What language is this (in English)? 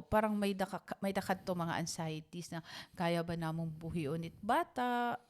Waray